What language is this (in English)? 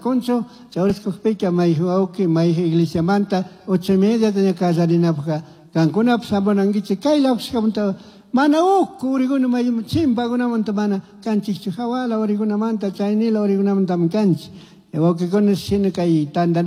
Chimborazo Highland Quichua